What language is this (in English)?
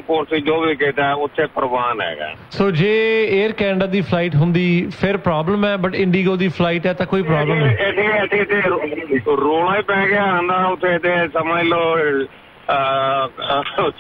Punjabi